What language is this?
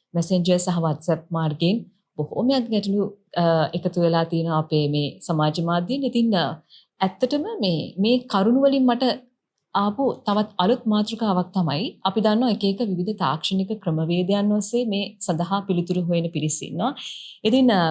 Sinhala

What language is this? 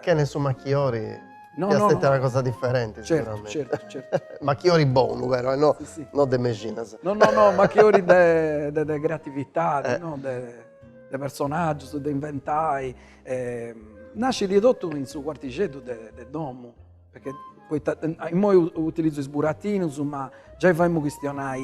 Sardinian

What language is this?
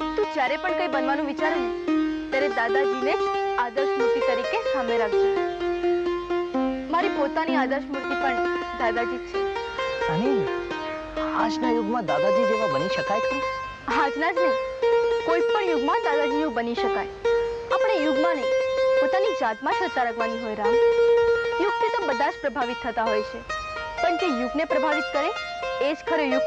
Gujarati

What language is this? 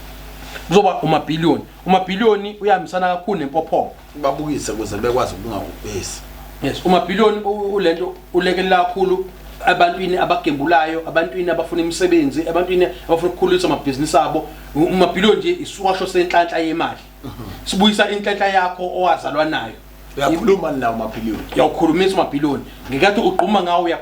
Zulu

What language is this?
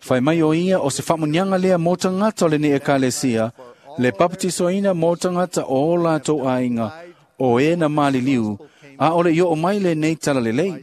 Samoan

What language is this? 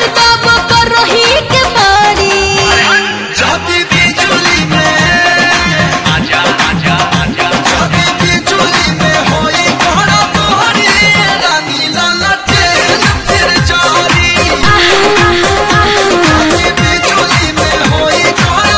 Bhojpuri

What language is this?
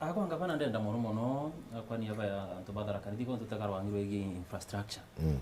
Meru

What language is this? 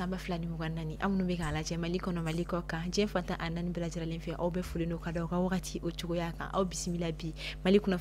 Bambara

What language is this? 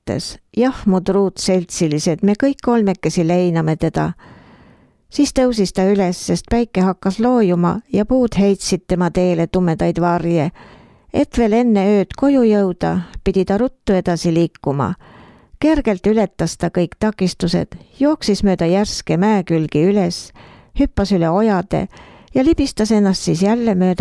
Estonian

